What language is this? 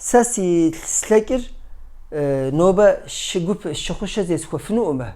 Kabardian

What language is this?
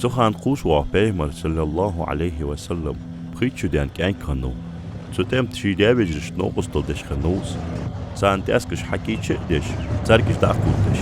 Ingush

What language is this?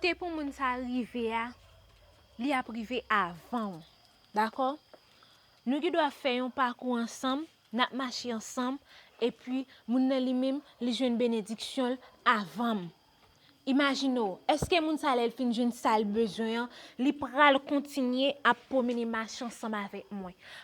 Haitian Creole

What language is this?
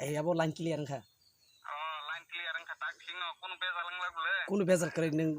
Kok Borok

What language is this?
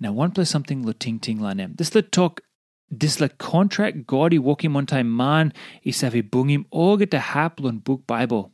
Tok Pisin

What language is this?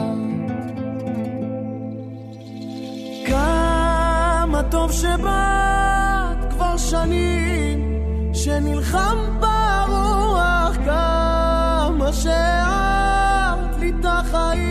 Hebrew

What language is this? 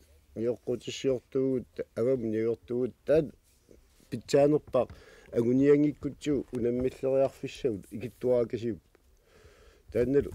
Kalaallisut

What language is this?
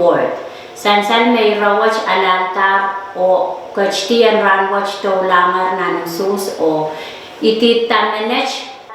Pohnpeian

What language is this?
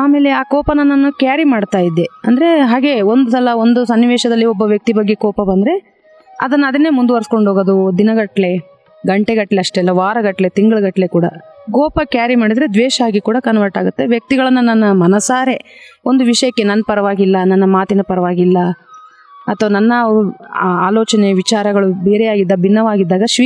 Kannada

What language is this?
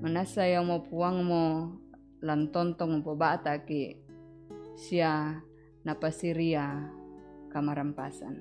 Toraja-Sa'dan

